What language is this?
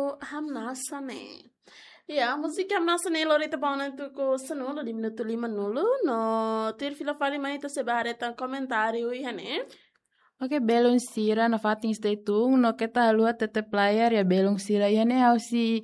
Tetum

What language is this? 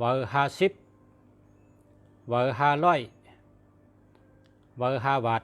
Shan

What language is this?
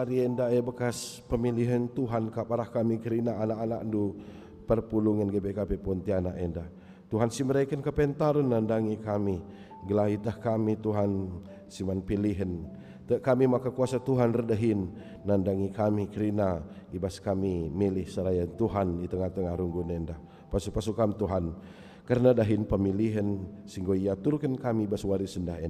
Batak Karo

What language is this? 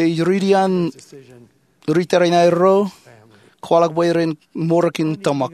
Marshallese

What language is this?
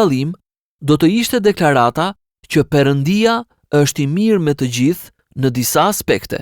Albanian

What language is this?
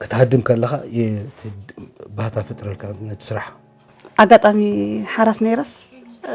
Tigrinya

